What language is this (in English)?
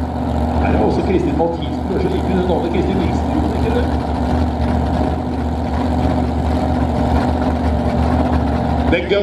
Norwegian